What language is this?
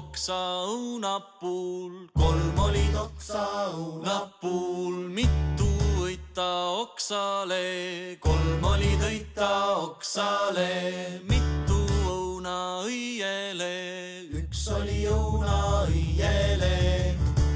Estonian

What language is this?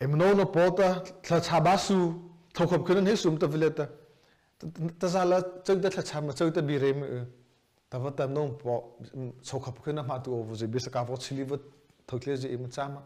Mara Chin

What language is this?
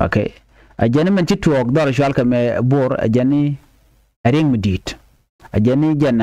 Nuer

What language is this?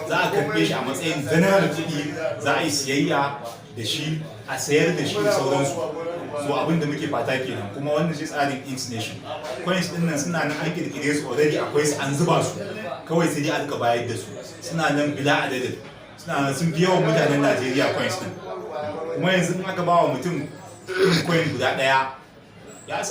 Hausa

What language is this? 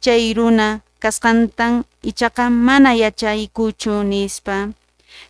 Quechua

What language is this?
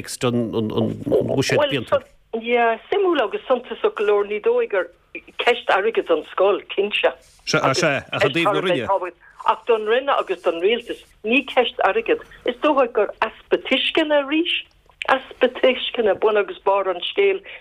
Irish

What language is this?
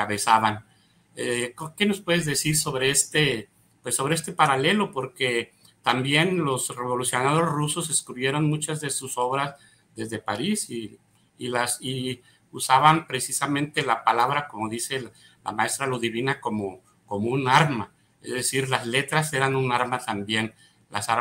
Spanish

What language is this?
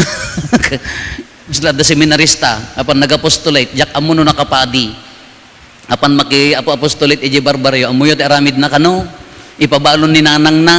Iloko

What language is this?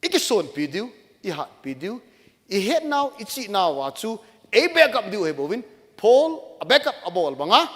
Thado Chin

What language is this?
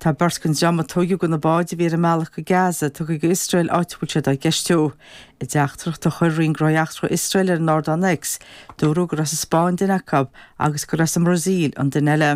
Irish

